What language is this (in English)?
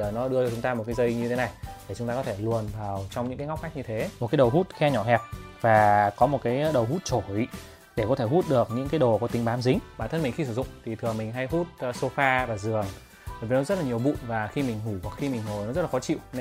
Vietnamese